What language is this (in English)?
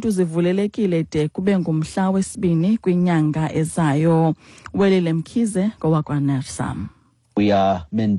Xhosa